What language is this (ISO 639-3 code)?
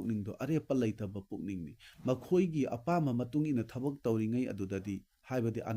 mni